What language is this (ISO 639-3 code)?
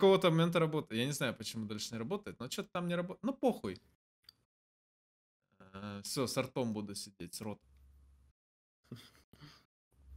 rus